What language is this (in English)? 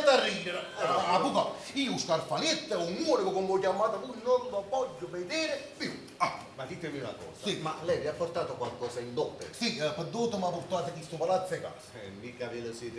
Neapolitan